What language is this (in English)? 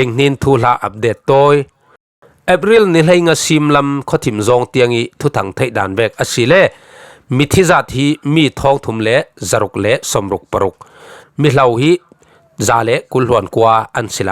Falam Chin